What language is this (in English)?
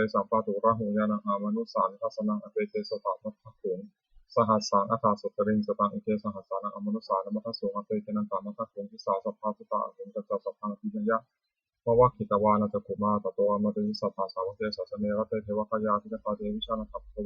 Pali